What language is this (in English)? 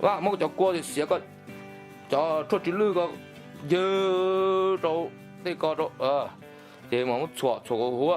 Hmong